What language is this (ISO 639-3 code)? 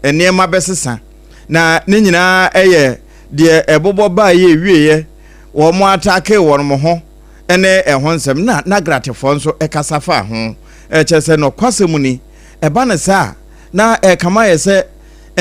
aka